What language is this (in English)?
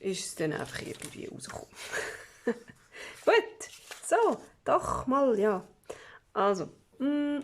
Swiss German